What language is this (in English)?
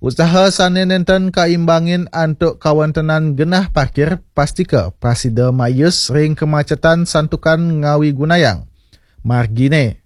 Balinese